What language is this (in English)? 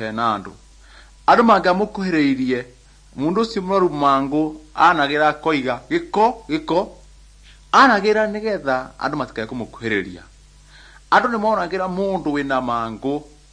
Kikuyu